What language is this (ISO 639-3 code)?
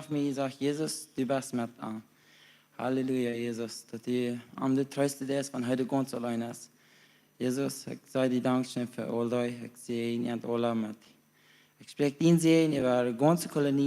pdt